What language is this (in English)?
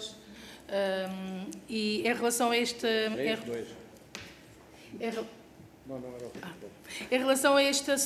Portuguese